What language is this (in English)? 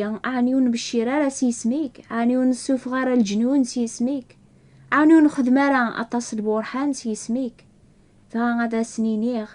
Kabyle